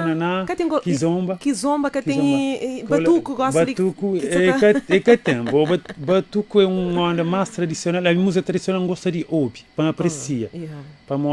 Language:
Kabuverdianu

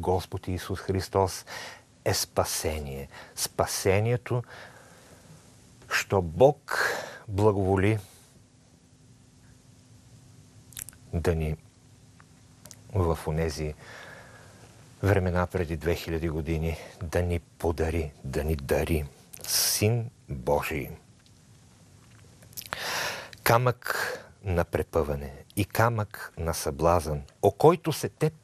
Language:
Bulgarian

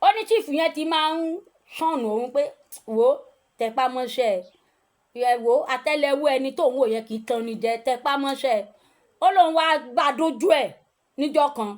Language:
Yoruba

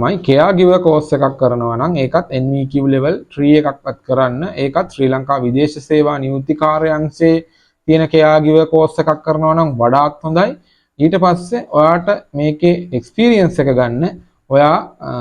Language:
Sinhala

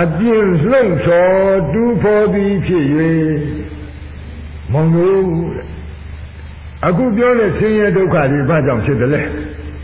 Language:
Burmese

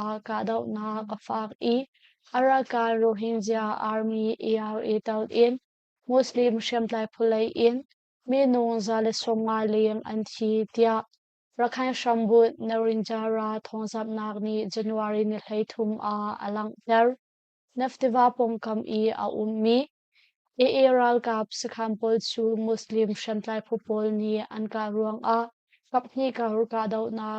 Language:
Hakha Chin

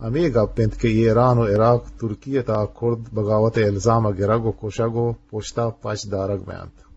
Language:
Eastern Balochi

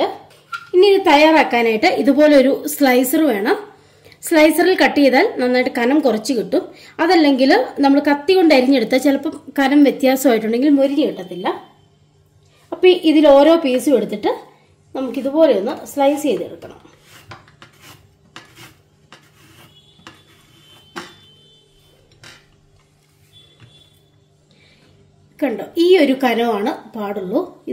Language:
Malayalam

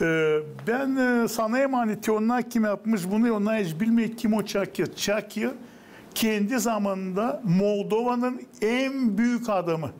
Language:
Gagauz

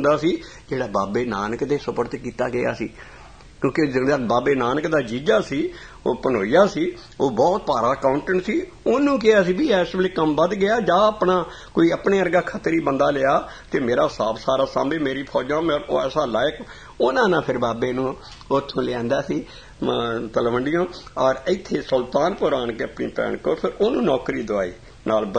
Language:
Punjabi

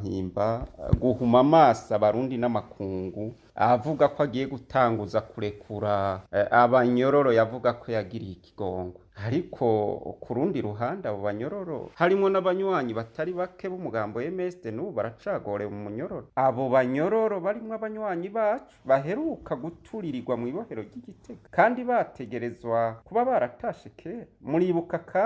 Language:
Rundi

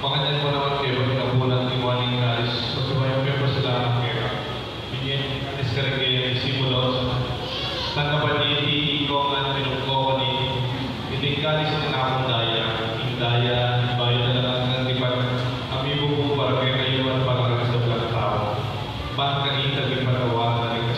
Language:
Pampanga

